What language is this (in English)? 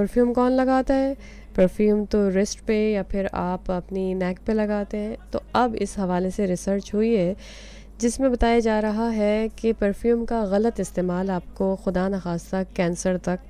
Urdu